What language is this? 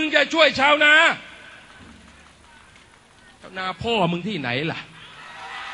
Thai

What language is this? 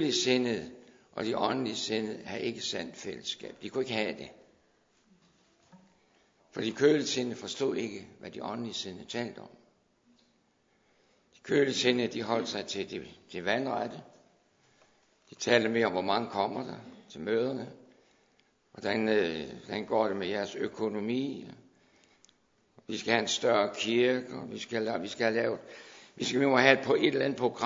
Danish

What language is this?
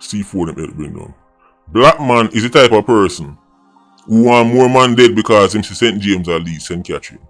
Jamaican Creole English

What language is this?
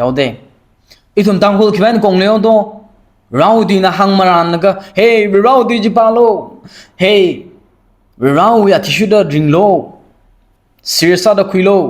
Tangkhul Naga (India)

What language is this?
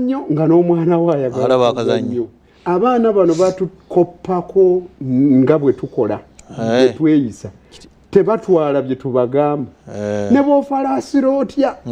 Ganda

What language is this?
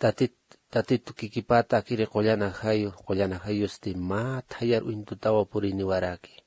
Aymara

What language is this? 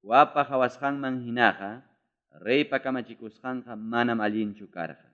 Ayacucho Quechua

